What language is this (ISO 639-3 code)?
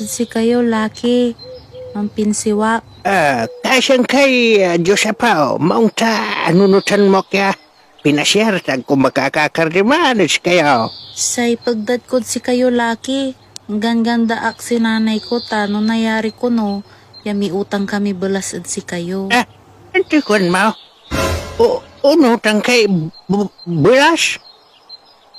pag